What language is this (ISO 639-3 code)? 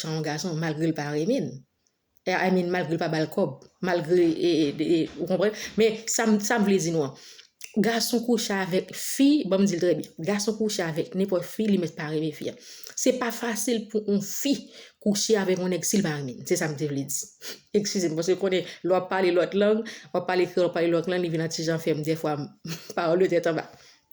hat